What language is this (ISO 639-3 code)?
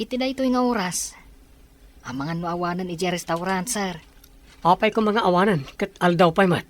ilo